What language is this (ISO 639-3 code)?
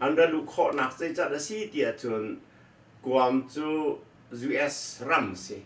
cnh